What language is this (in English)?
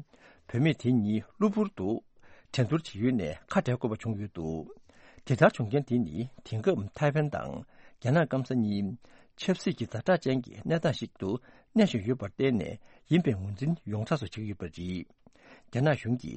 Tibetan